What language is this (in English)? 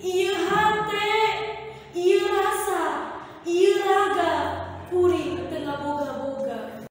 Sundanese